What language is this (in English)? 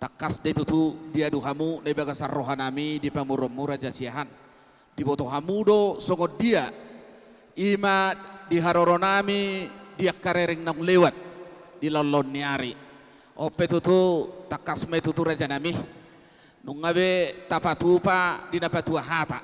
Batak Toba